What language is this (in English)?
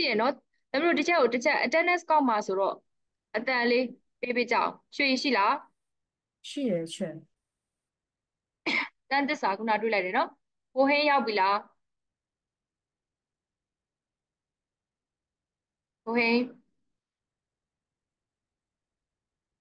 Burmese